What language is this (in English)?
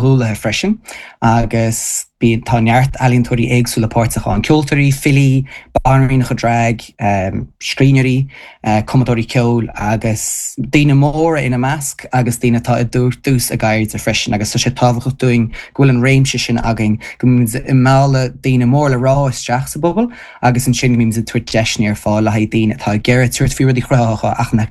Irish